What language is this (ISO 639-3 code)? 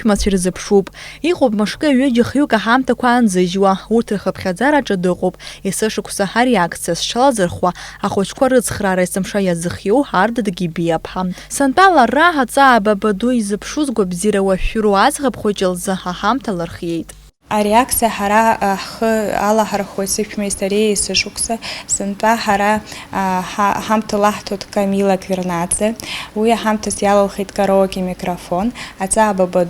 abk